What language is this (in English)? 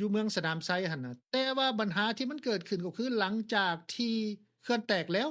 Lao